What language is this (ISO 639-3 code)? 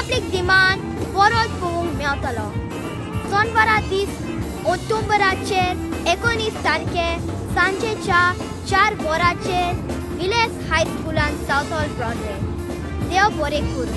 kok